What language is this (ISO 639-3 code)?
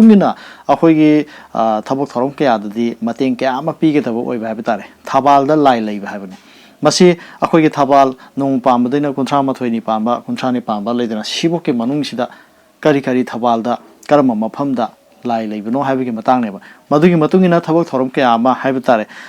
mni